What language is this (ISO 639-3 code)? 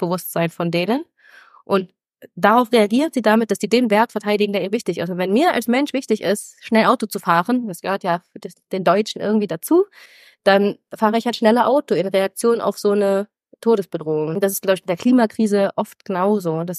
deu